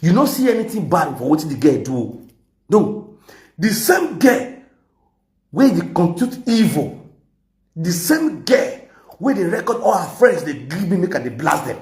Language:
Nigerian Pidgin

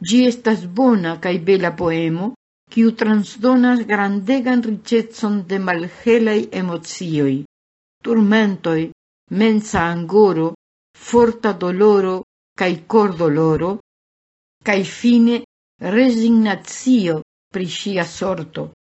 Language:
Esperanto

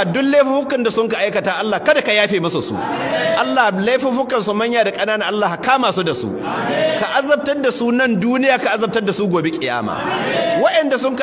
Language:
Hausa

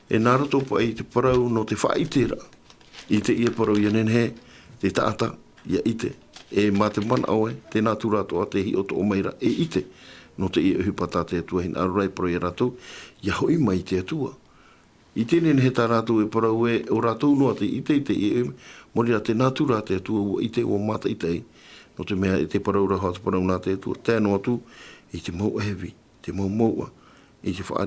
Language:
Tahitian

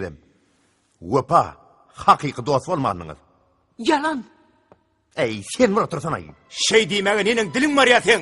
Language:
Turkmen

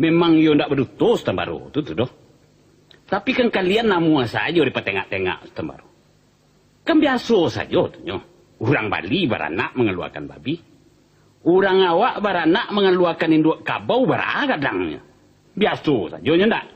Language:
Minangkabau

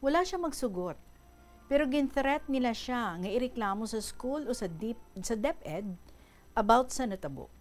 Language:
Hiligaynon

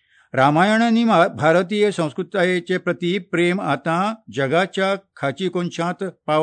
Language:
Konkani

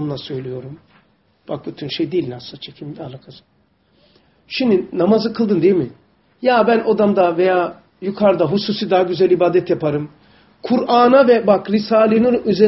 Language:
Turkish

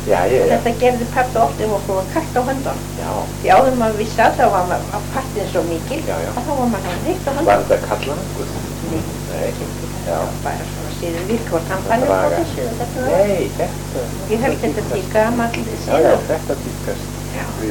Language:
Icelandic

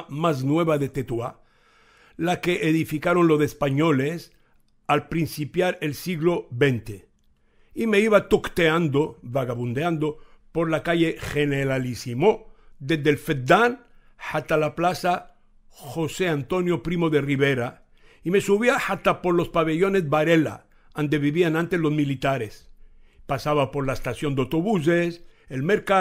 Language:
Ladino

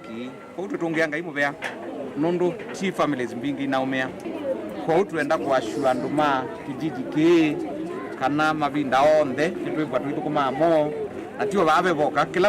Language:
Kamba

